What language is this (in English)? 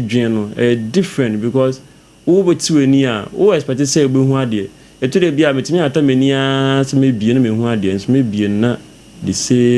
Akan